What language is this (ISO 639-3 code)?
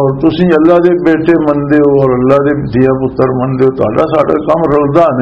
lah